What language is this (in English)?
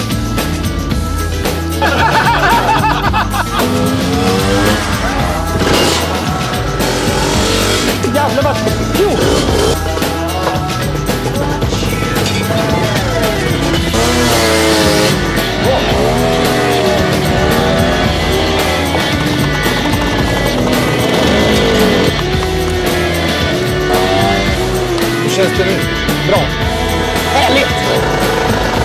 Swedish